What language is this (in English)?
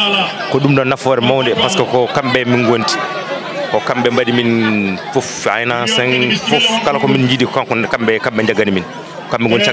Fula